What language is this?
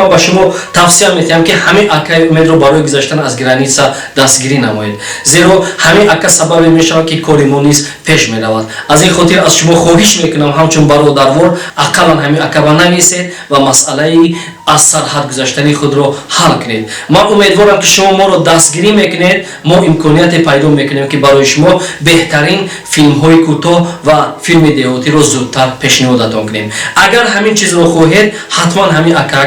Tajik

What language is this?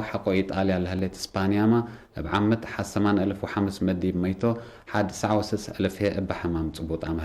Tigre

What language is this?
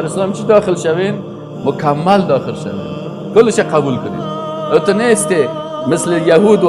Persian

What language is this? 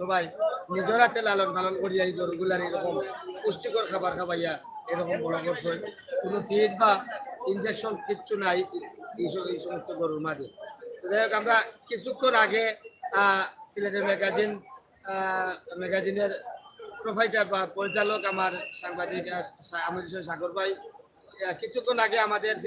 Sylheti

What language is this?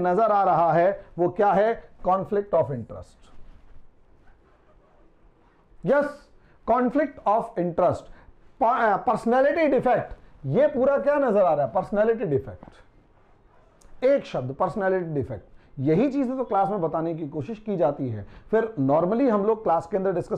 Hindi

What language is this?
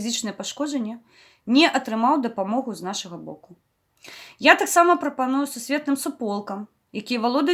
Belarusian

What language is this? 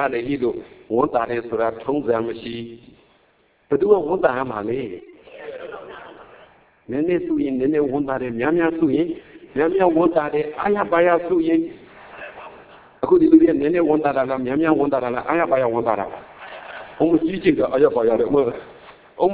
Burmese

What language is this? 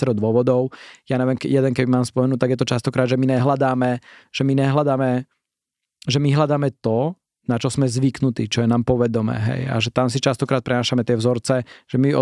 Slovak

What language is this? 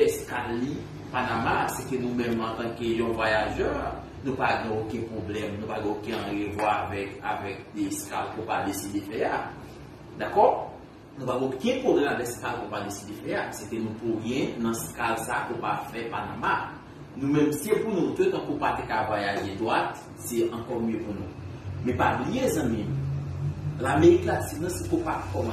Haitian Creole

